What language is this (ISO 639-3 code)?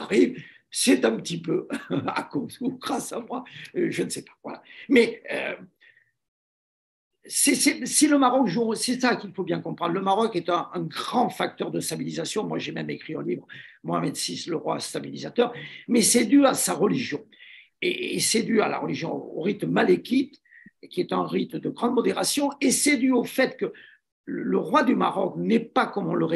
fra